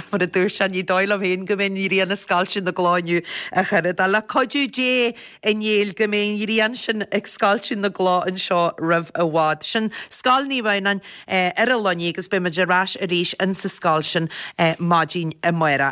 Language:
Irish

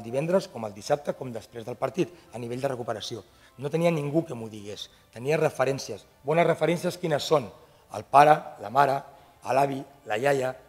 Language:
Catalan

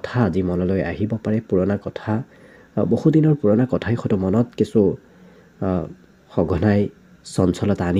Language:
Assamese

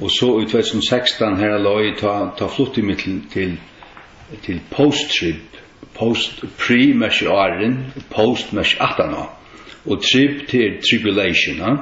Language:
Faroese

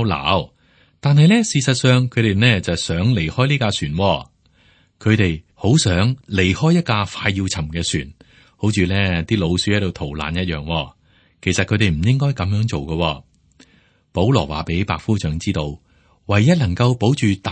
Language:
Cantonese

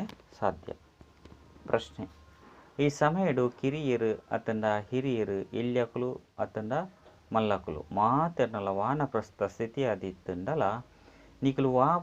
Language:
Tulu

